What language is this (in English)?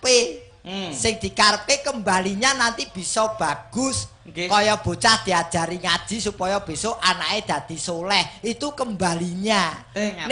Javanese